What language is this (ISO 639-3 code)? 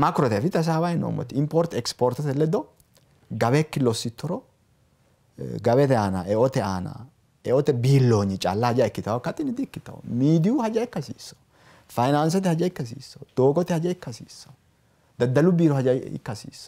sid